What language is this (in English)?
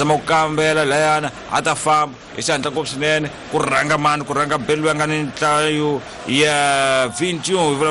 Tsonga